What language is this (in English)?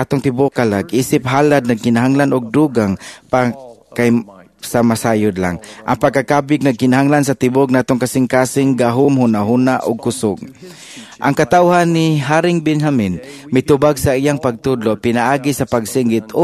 Cebuano